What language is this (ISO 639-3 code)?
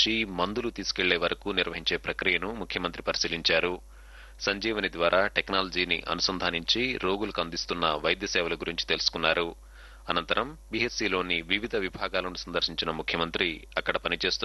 tel